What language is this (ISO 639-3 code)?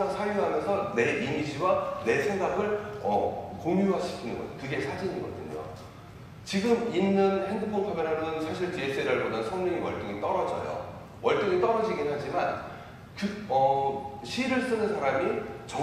kor